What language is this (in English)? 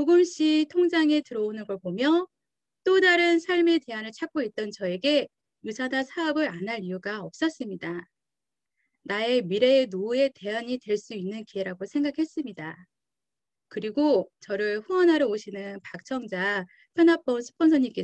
Korean